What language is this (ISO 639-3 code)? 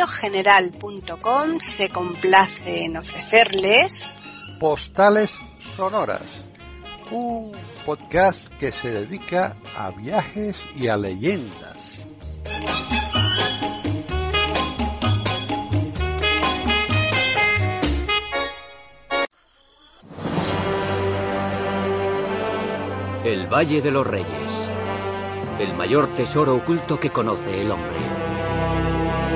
spa